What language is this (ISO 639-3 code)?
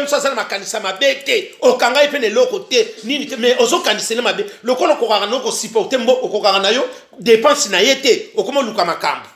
lin